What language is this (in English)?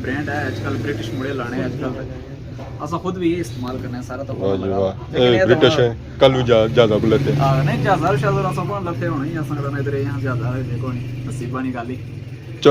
Pahari-Potwari